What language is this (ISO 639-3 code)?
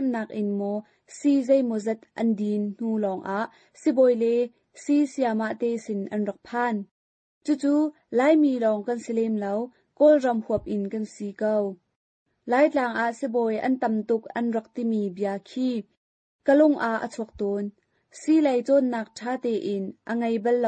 cnh